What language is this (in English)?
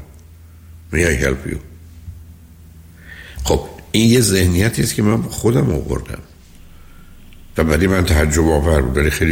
Persian